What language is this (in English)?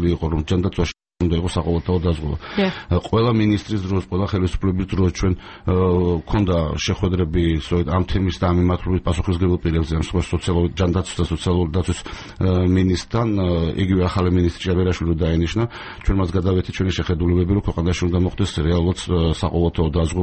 Georgian